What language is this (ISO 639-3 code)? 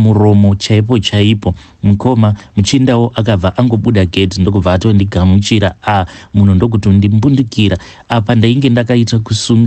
sna